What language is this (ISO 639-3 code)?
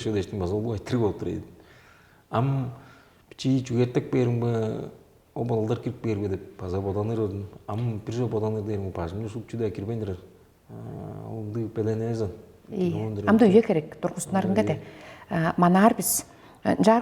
tyv